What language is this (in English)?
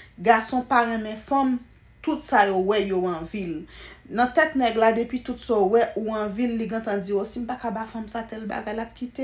Haitian Creole